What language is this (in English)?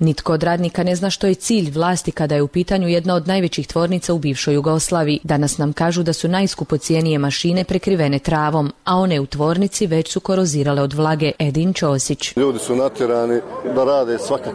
Croatian